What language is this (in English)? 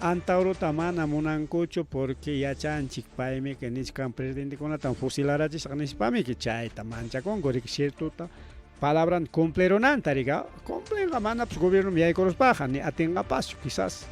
Ayacucho Quechua